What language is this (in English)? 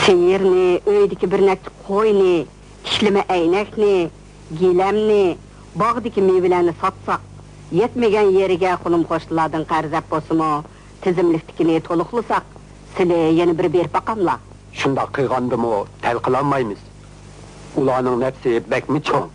Uyghur